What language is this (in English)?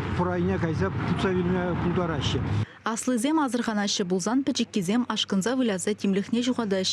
Chuvash